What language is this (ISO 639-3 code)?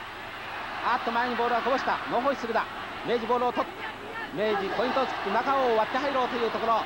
jpn